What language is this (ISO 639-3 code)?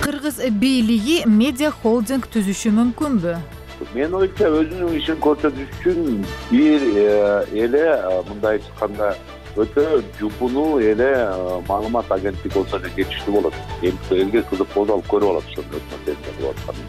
kir